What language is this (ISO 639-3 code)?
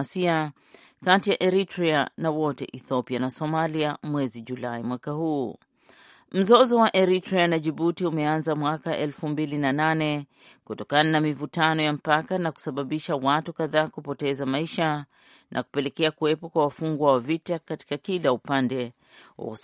swa